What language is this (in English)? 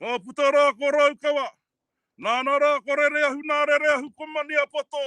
Māori